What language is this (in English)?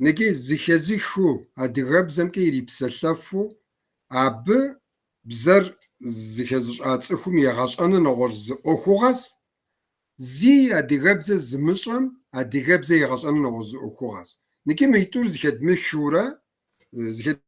Kabardian